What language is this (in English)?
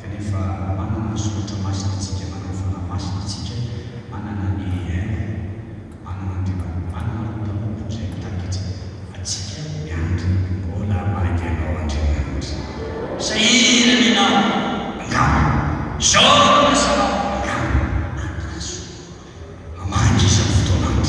Malagasy